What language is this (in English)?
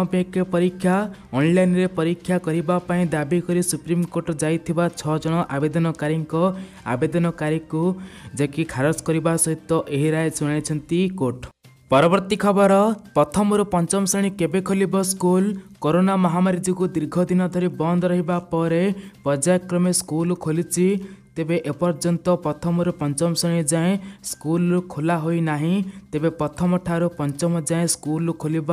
Odia